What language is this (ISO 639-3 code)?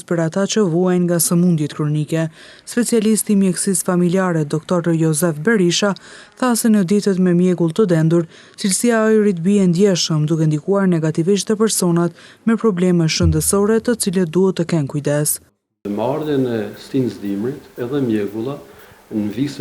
sqi